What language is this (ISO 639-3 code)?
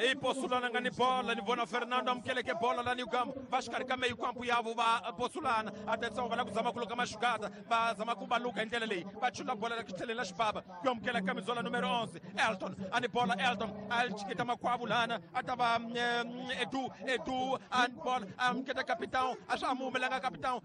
tso